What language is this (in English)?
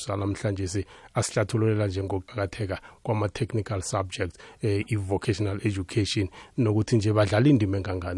South Ndebele